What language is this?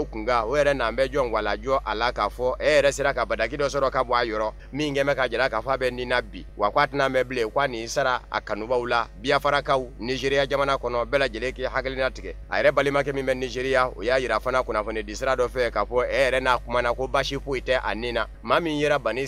Bambara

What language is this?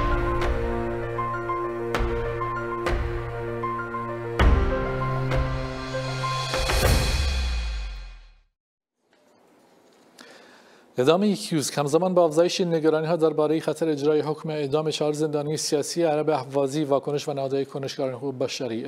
Persian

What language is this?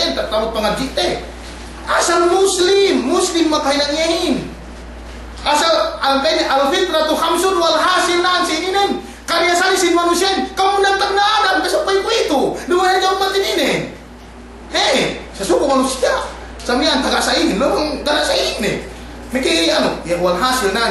Yakan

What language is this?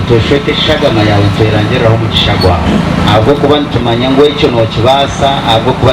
Nyankole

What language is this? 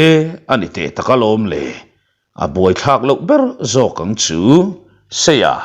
Mizo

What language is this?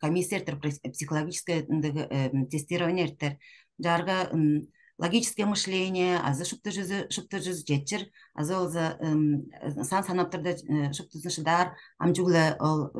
Tuvinian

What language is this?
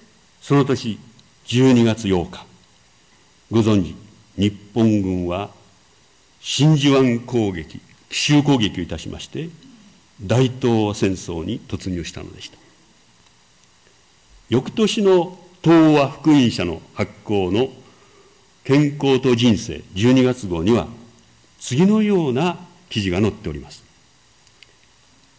Japanese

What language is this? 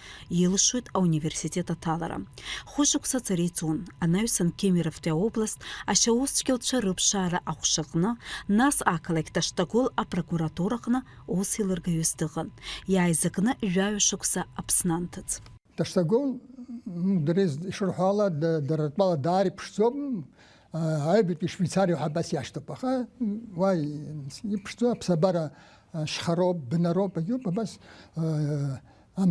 Abkhazian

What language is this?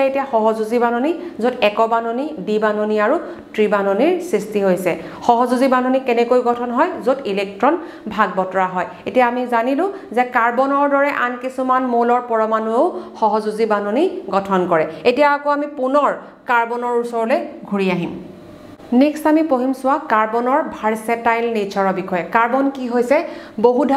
Assamese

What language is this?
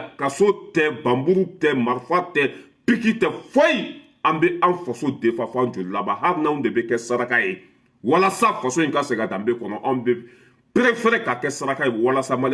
Bambara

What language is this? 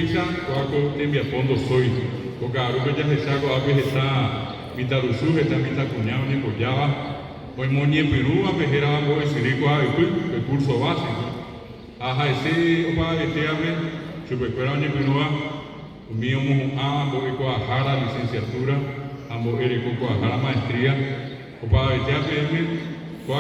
Guarani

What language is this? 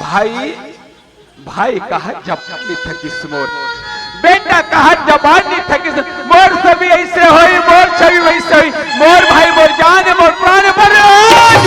Chhattisgarhi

